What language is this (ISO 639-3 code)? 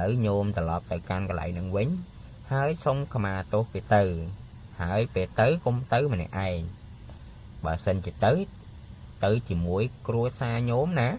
khm